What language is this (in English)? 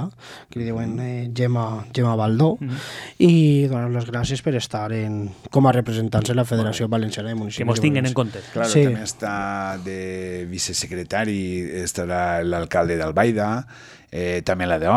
Catalan